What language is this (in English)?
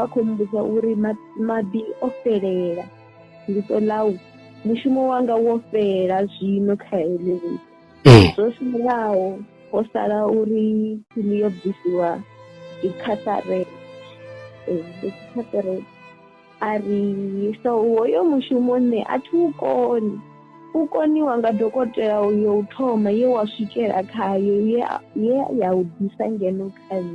Venda